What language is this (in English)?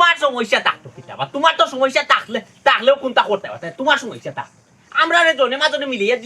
Sylheti